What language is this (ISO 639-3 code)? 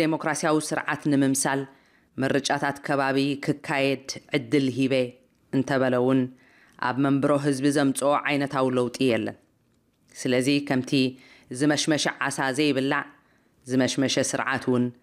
tir